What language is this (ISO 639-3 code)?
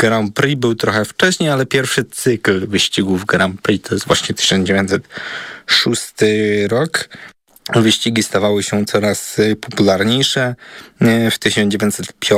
pol